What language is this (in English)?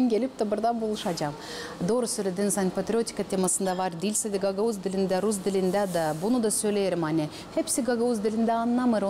Gagauz